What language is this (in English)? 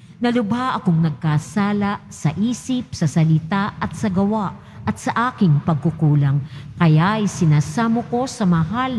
Filipino